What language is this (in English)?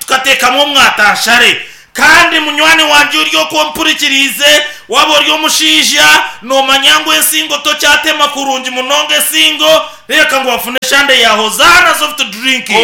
Nyankole